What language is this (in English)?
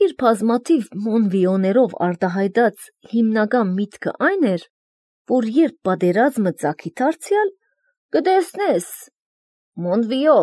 Armenian